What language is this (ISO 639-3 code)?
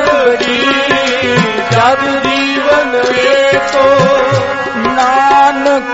pan